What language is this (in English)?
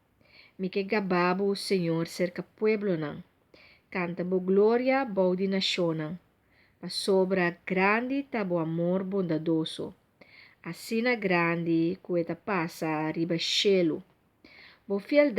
Papiamento